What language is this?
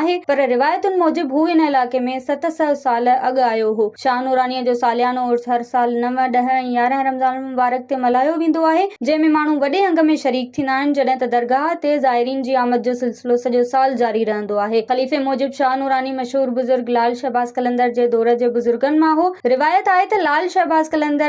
Sindhi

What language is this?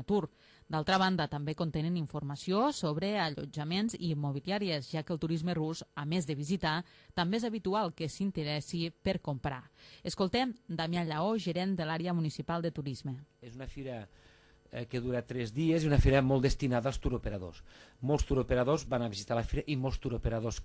Catalan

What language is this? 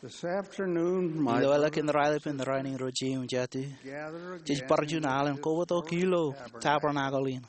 Marshallese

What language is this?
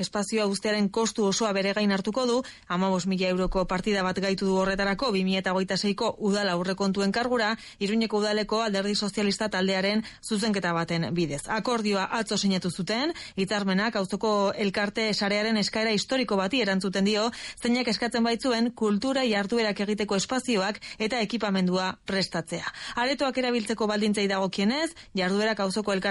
Basque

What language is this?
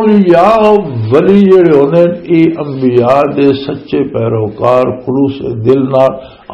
Western Panjabi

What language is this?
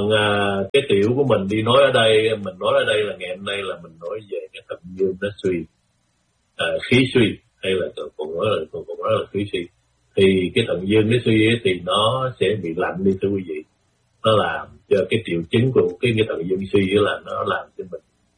Vietnamese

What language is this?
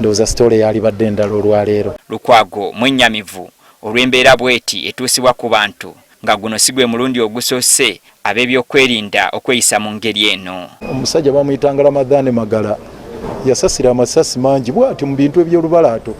Ganda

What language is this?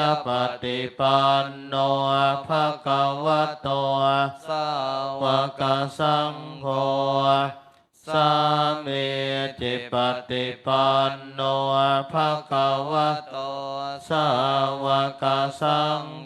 Pali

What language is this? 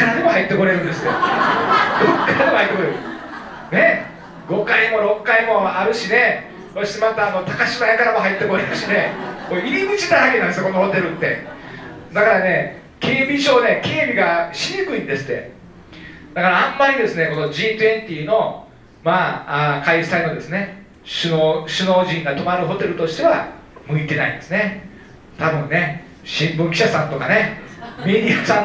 Japanese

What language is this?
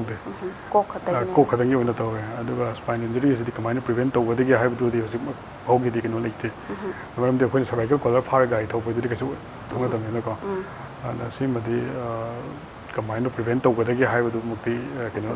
Manipuri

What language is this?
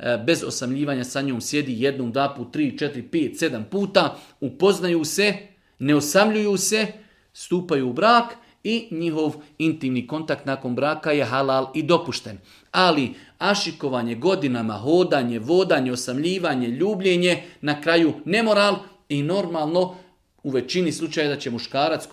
Bosnian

